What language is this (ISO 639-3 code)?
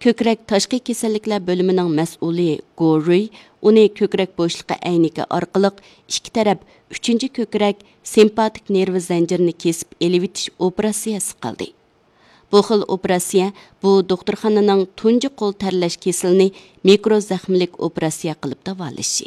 uig